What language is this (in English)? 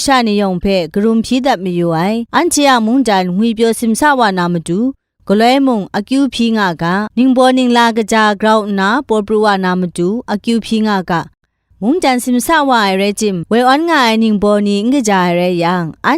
Kachin